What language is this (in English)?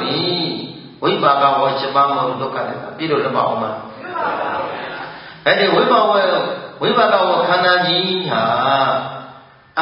Burmese